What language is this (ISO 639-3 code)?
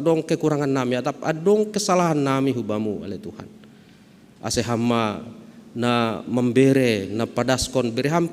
bts